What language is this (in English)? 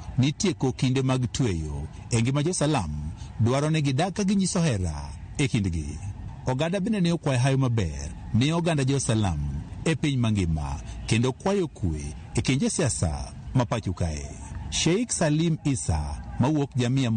Luo (Kenya and Tanzania)